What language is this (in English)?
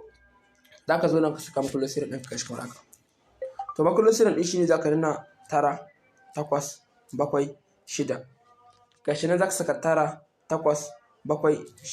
Hausa